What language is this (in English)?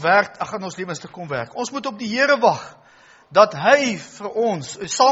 Afrikaans